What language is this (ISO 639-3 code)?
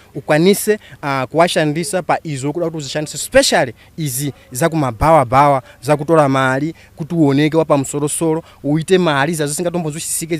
sna